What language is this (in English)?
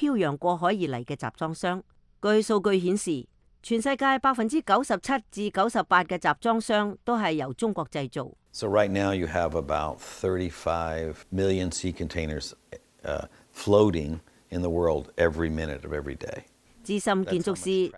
Cantonese